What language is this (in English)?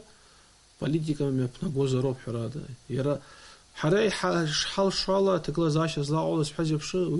Abkhazian